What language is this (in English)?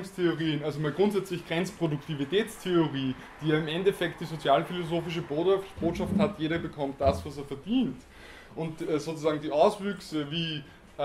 German